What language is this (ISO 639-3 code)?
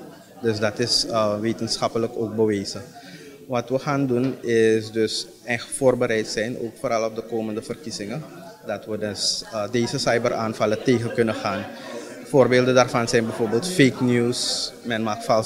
nld